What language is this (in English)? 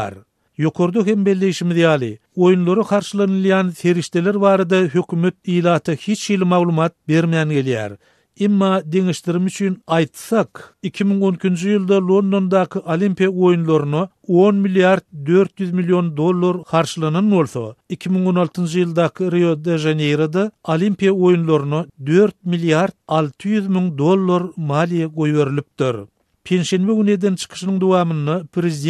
Turkmen